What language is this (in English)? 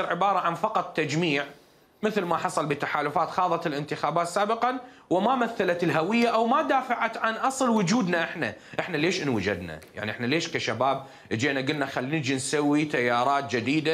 Mesopotamian Arabic